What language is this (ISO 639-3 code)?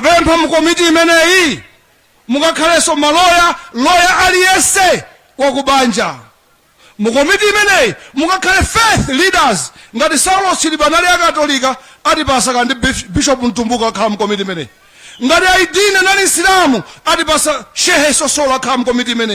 nya